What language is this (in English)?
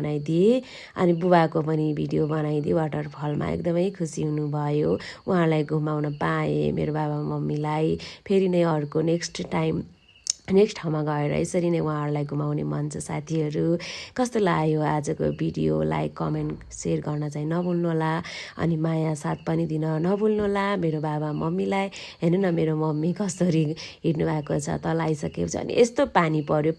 Nepali